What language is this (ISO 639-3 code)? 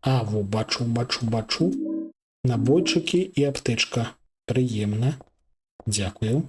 bel